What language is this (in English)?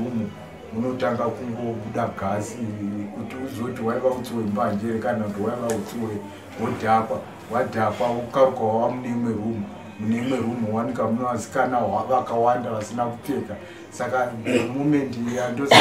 Shona